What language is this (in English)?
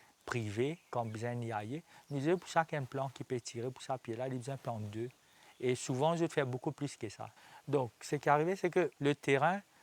Morisyen